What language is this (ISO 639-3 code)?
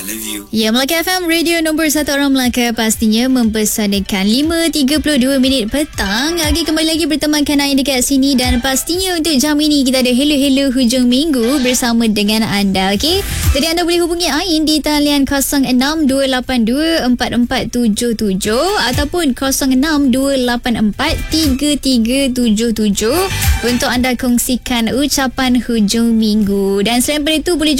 msa